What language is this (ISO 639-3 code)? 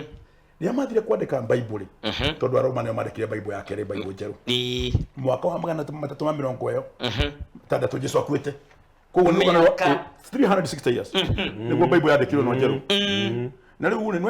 kik